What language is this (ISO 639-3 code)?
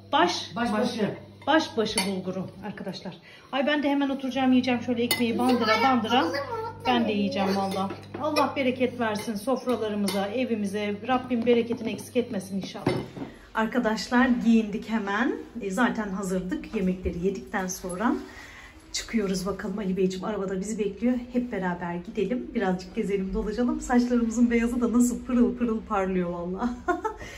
tur